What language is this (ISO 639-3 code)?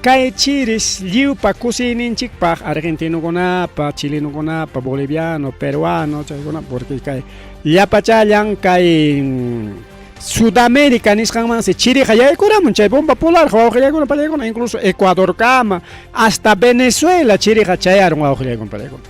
quy